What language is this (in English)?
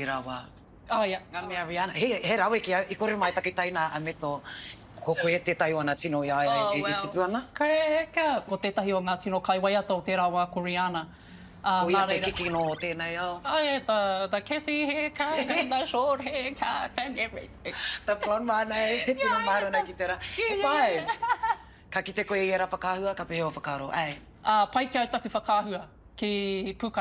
Māori